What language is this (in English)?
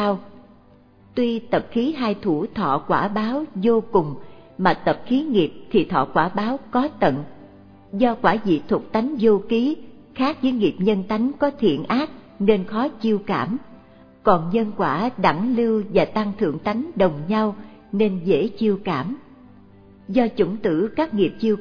Vietnamese